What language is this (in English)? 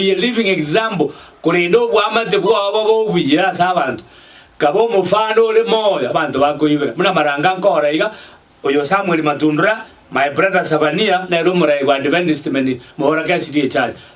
Gusii